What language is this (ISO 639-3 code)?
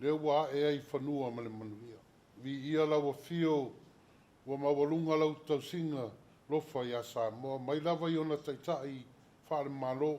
smo